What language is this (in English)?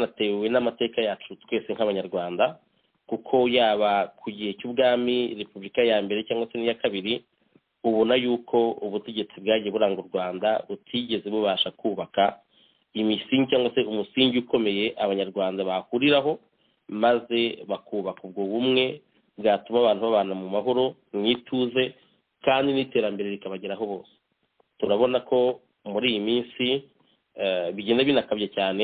Kinyarwanda